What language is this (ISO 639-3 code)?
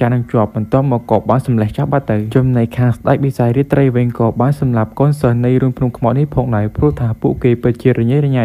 khm